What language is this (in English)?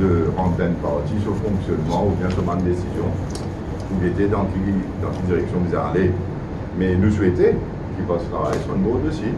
Morisyen